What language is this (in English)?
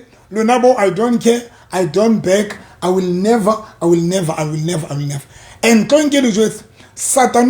Southern Sotho